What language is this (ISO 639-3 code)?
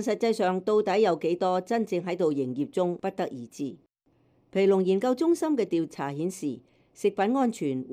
yue